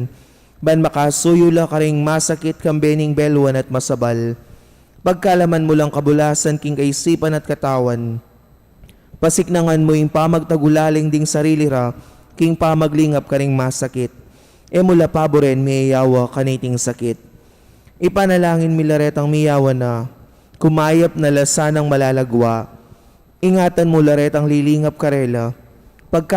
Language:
Pampanga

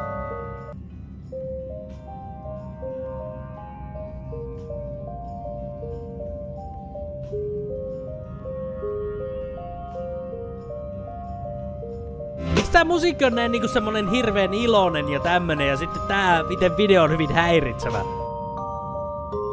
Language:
Finnish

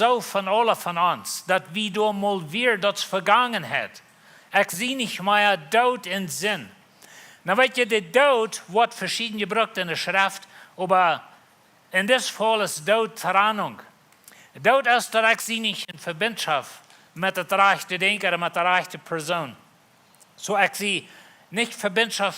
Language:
Plautdietsch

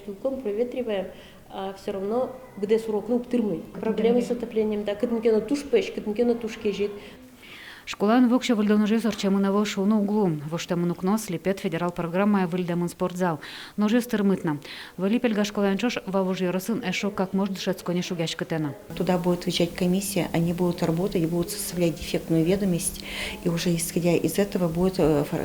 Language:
Udmurt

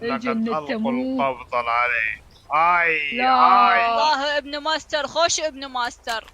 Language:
Mesopotamian Arabic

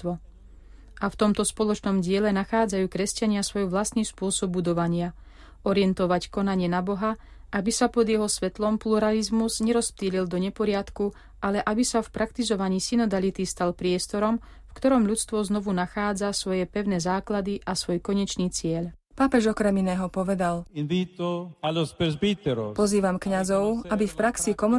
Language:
Slovak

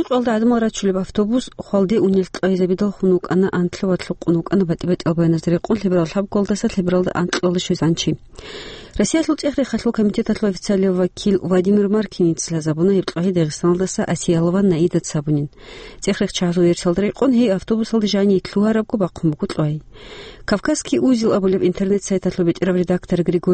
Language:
Avaric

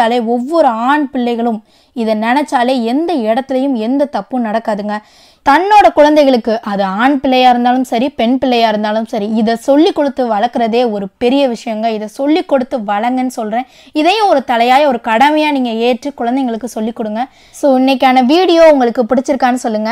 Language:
Tamil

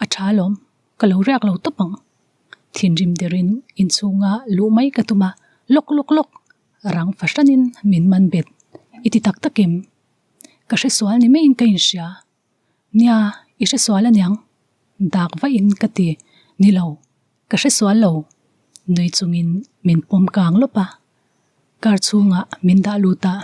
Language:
Mizo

